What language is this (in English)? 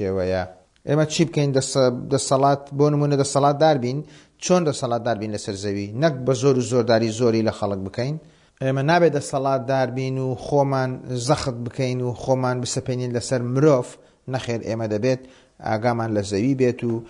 Central Kurdish